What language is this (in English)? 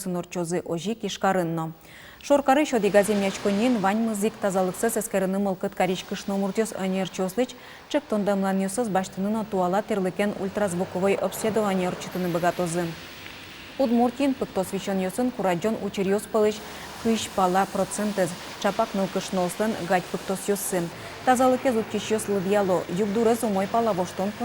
Udmurt